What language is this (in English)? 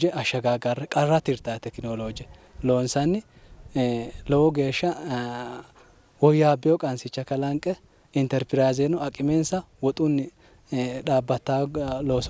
Sidamo